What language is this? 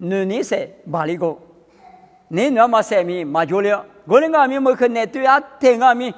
Lisu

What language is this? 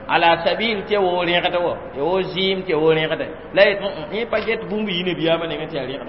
Mossi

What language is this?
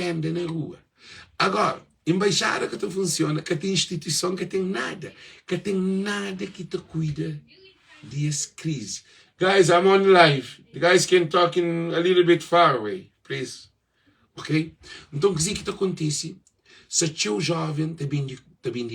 Kabuverdianu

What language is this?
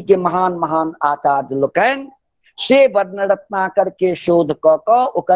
Maithili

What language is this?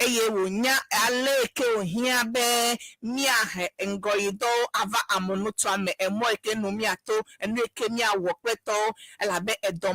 Ewe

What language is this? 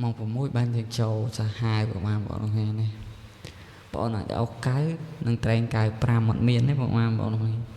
Khmer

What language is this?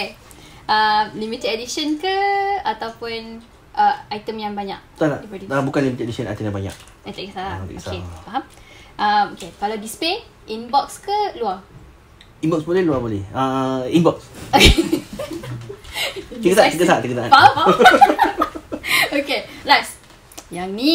Malay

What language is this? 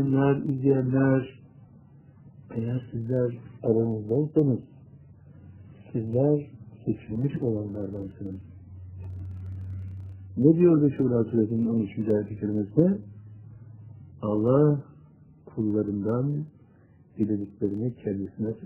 Turkish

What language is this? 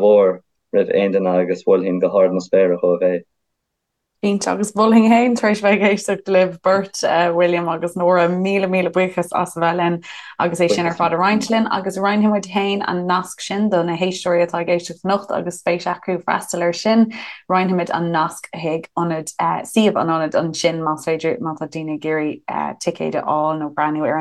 Irish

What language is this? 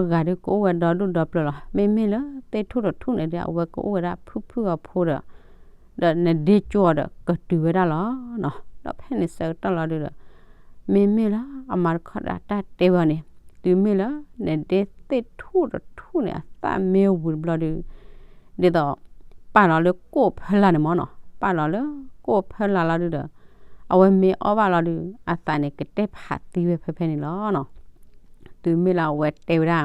S'gaw Karen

